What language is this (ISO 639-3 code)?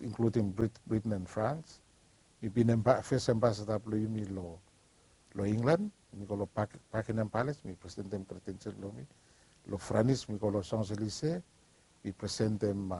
bis